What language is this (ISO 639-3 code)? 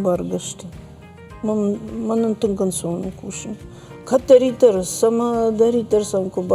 oss